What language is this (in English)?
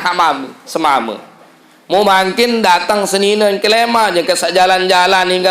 Sasak